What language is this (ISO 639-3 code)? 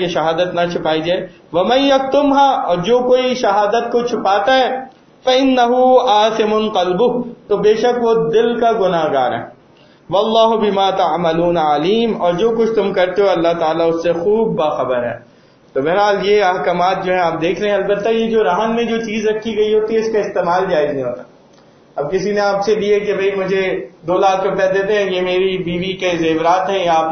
urd